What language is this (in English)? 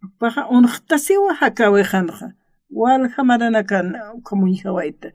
Aymara